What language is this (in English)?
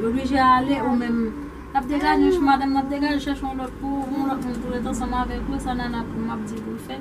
Haitian Creole